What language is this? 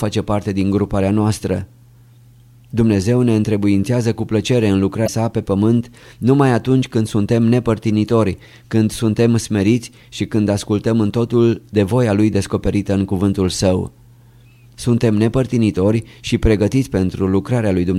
Romanian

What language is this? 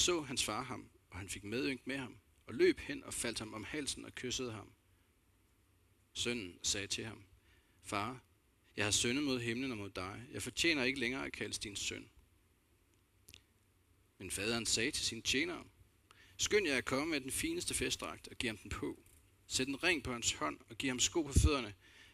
Danish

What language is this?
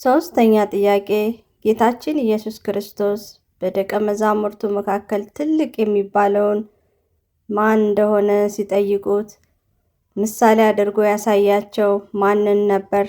Amharic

